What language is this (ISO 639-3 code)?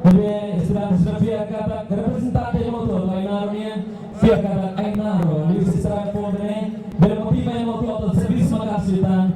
tet